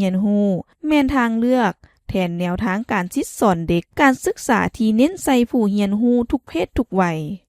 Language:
Lao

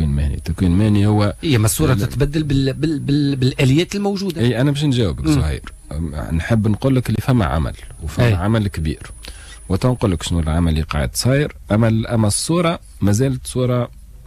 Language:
Tunisian Arabic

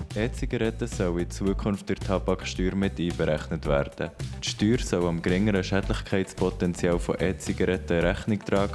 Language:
Swiss German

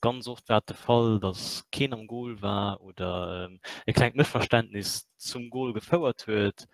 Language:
Luxembourgish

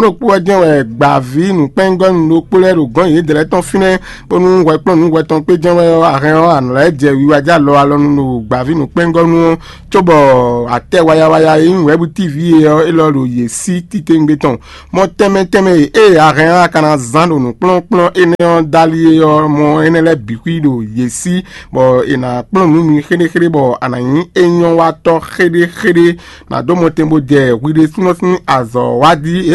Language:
Fon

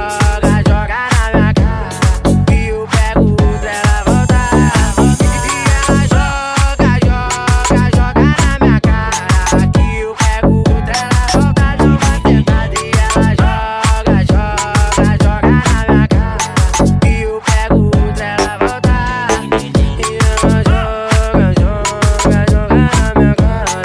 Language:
Portuguese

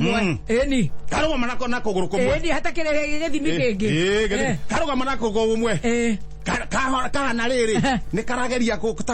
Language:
Kikuyu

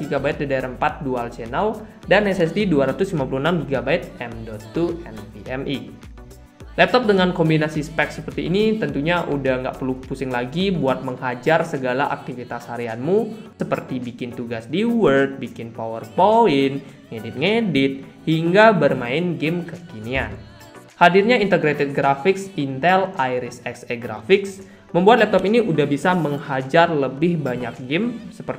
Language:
Indonesian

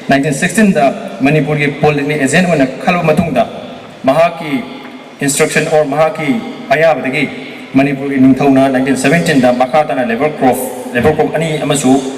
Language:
Manipuri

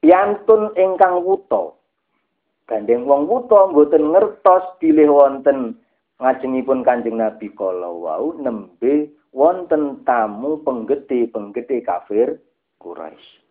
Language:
Javanese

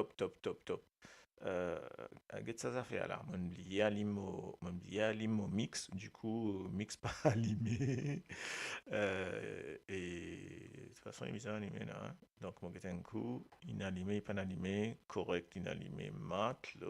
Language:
Morisyen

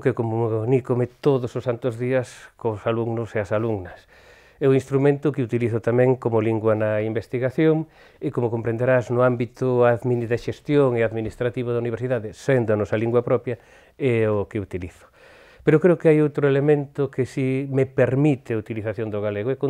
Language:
Galician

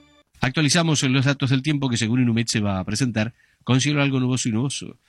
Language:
Spanish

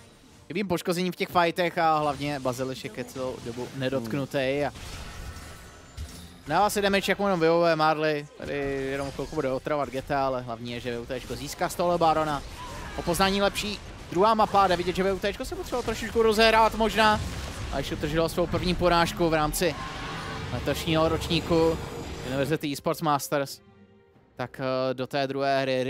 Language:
Czech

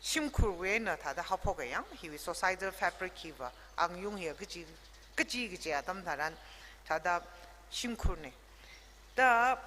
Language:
Tangkhul Naga (India)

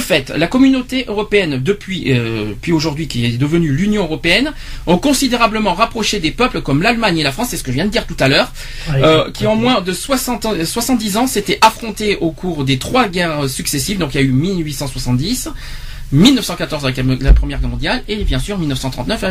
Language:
French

